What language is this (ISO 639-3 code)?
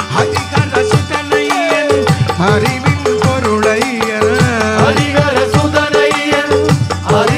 mal